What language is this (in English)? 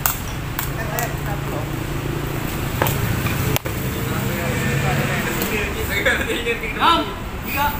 Malay